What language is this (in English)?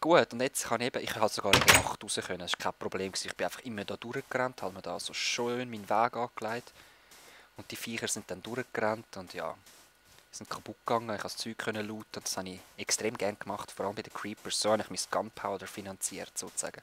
Swiss German